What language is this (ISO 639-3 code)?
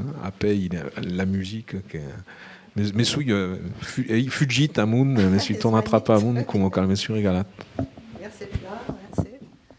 oci